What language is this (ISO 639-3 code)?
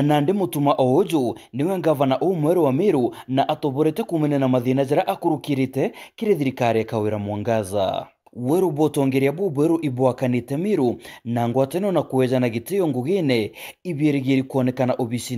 mer